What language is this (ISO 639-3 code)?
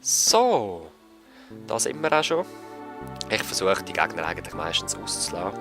gsw